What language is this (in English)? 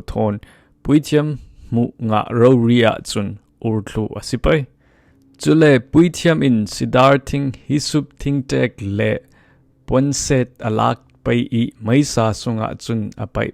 Falam Chin